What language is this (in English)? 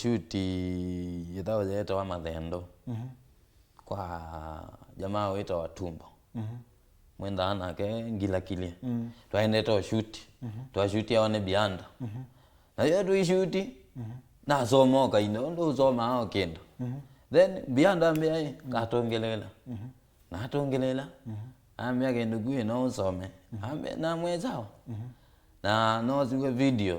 Kamba